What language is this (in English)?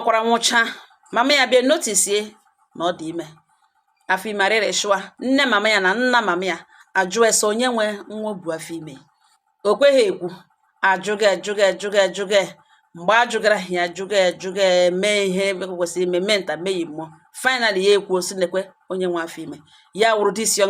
Igbo